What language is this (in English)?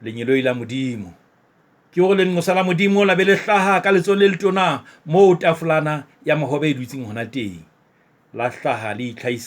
Southern Sotho